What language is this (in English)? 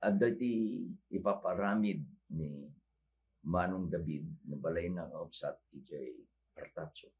Iloko